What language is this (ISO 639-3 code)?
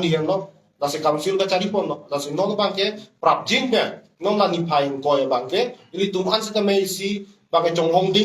mjw